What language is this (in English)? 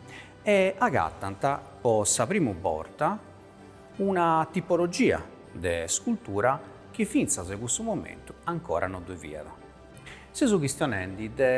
Sardinian